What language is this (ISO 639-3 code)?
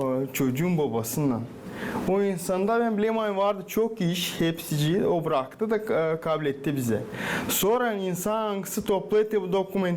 gag